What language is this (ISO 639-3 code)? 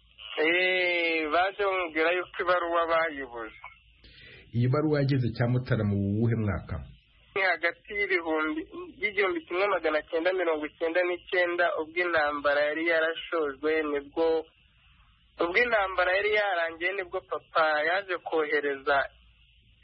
kin